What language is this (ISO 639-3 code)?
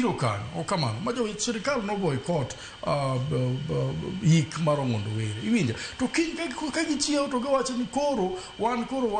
luo